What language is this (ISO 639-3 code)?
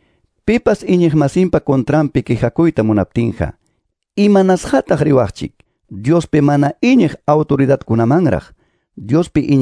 que